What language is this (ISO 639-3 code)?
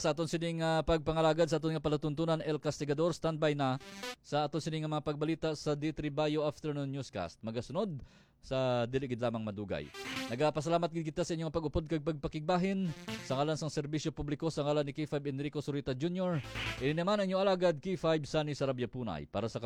hil